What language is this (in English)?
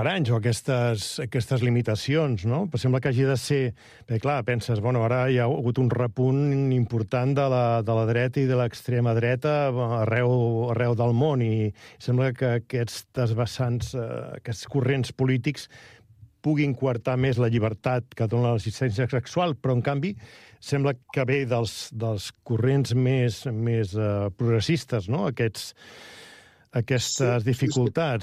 Catalan